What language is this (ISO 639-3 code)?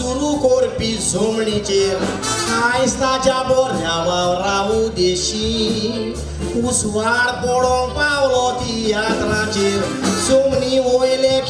kok